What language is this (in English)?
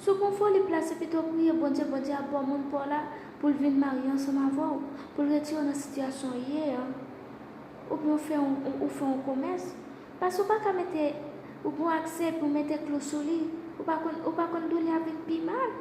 Haitian Creole